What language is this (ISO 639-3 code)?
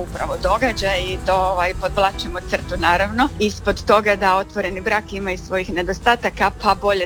hrv